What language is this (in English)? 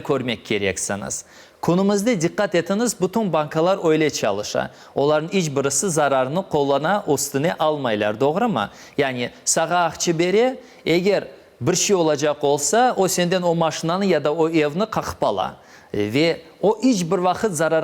Crimean Tatar